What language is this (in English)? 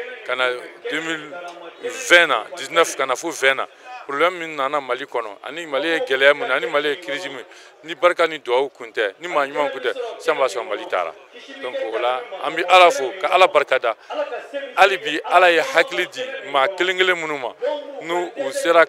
Bambara